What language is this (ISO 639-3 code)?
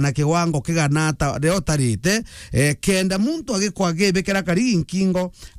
mer